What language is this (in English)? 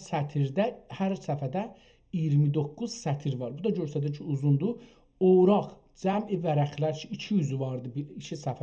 South Azerbaijani